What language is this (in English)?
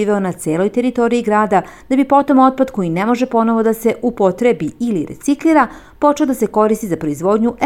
Serbian